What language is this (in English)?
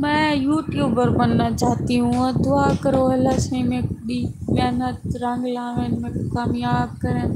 Saraiki